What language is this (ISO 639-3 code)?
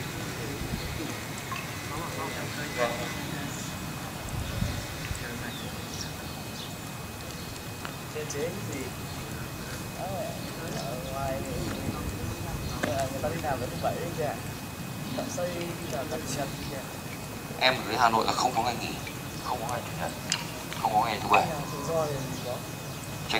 vie